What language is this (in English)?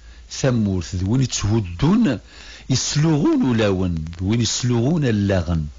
Kabyle